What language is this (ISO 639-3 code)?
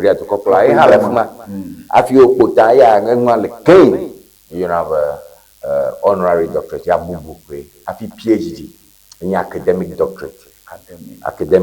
ewe